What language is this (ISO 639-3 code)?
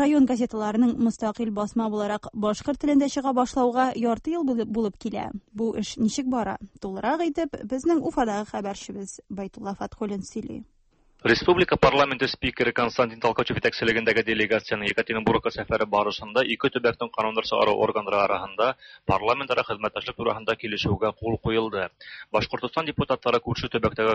tat